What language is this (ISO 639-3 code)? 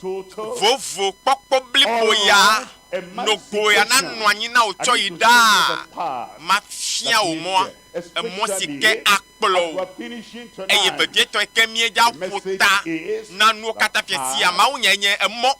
ewe